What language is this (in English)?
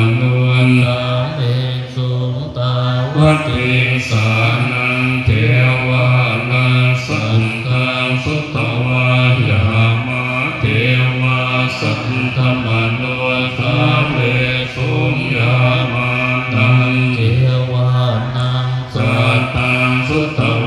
Pali